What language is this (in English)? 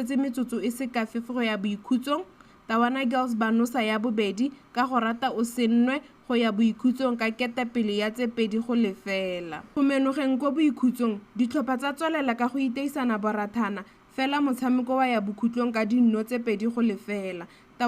Tswana